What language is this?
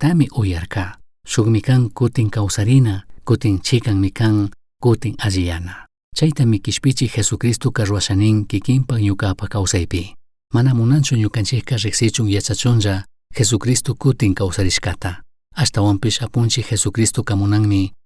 Chimborazo Highland Quichua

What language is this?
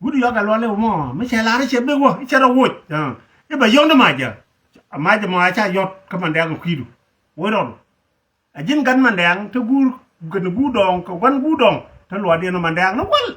Nuer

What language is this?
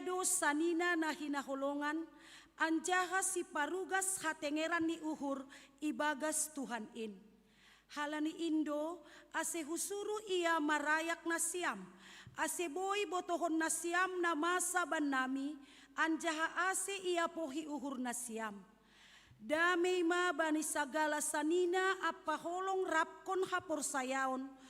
Batak Simalungun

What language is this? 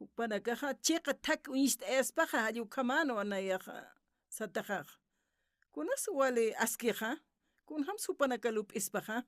Aymara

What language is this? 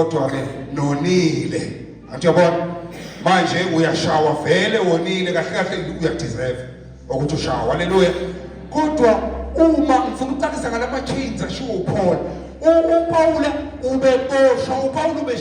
Zulu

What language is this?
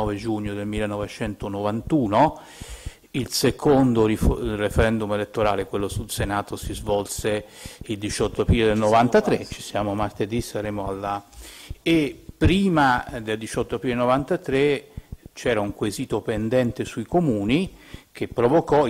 Italian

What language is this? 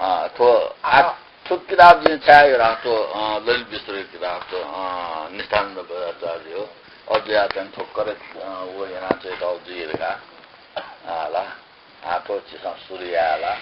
Newari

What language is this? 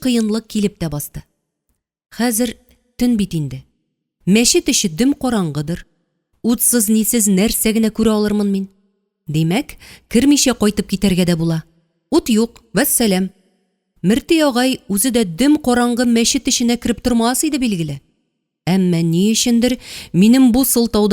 Tatar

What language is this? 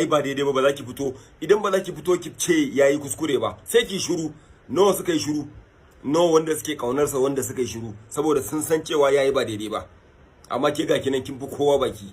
Hausa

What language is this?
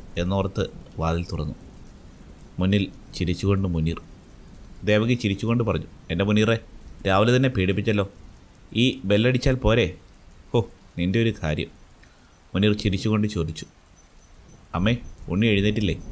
Malayalam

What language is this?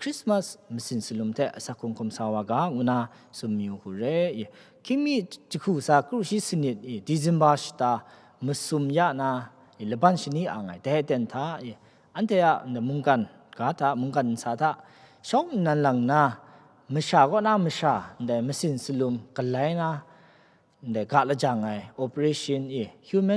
Kachin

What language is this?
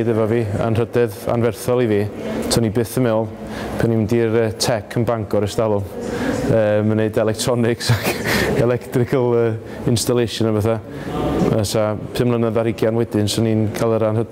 Welsh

